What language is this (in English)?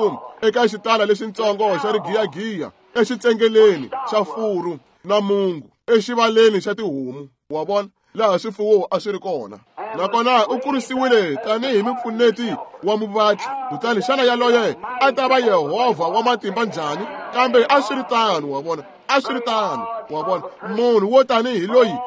Tsonga